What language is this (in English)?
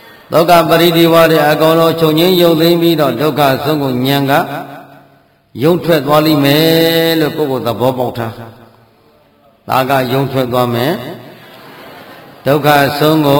Burmese